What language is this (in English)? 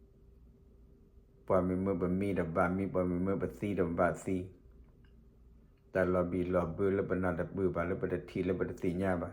S'gaw Karen